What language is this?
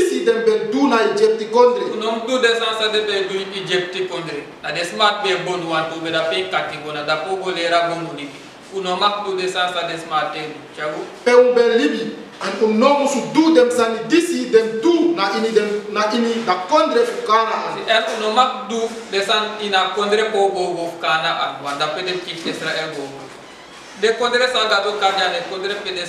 Sranan Tongo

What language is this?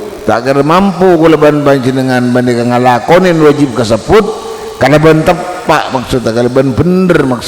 Madurese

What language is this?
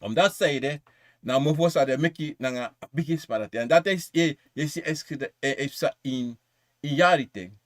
Sranan Tongo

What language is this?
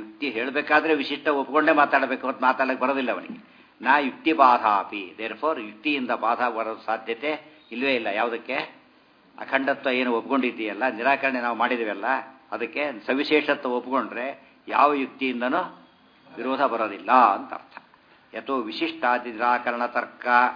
Kannada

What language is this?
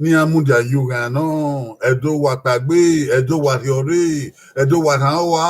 Bini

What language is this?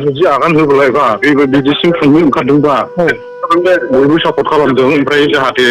Bodo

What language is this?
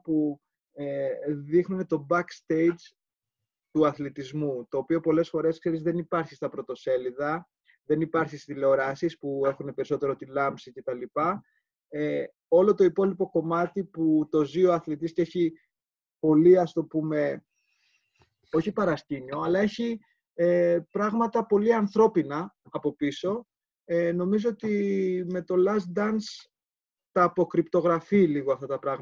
Greek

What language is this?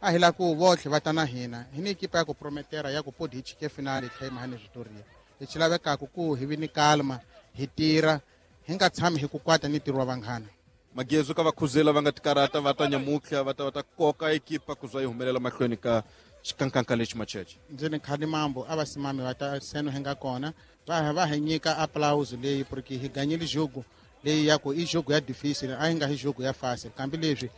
Tsonga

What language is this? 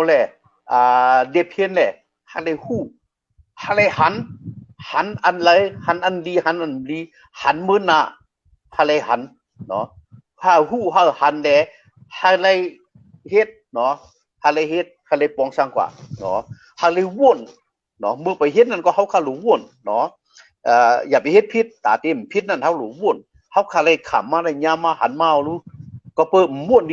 Shan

